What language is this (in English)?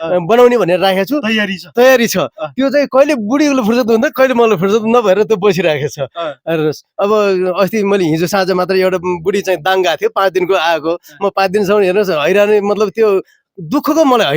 Nepali